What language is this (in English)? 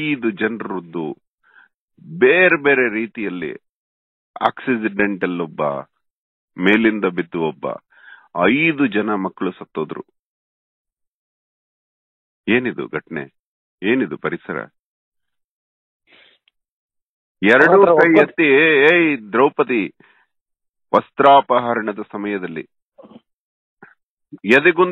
Kannada